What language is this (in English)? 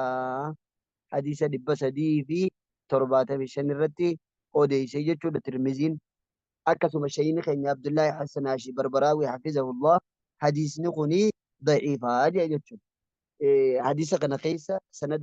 Oromo